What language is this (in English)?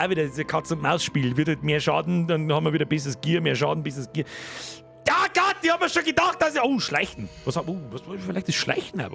Bavarian